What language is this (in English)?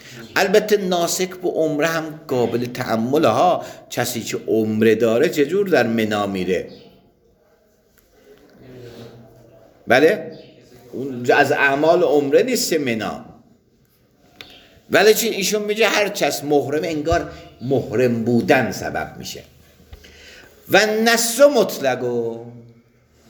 Persian